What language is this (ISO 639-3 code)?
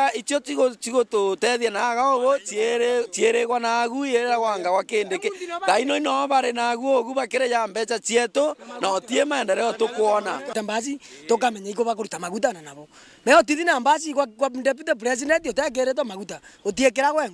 mer